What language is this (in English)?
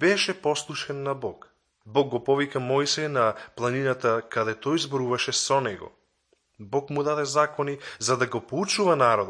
Macedonian